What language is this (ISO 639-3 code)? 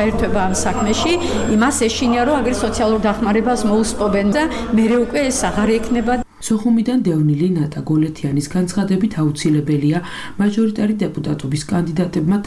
kat